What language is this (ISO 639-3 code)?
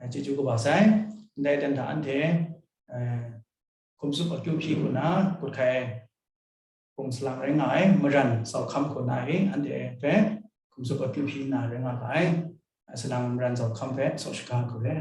kac